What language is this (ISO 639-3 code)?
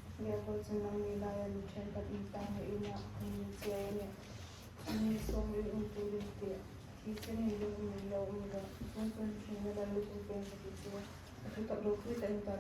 hmr